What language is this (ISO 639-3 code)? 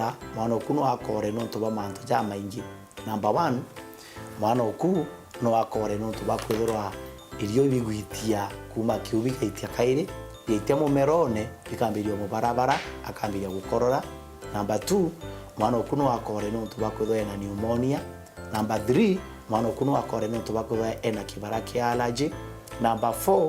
mer